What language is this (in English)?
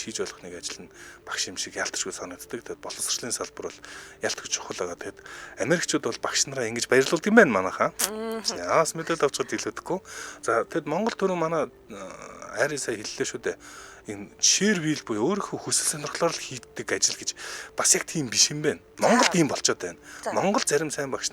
Mongolian